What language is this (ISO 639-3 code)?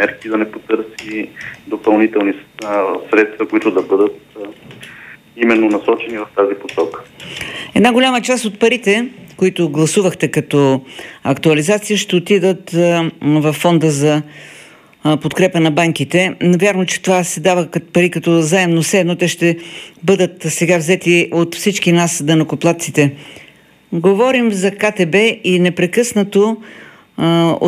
bul